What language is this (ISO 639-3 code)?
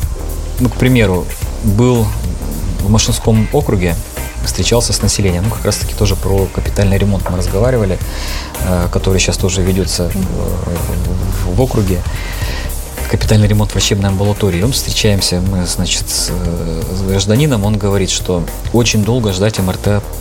rus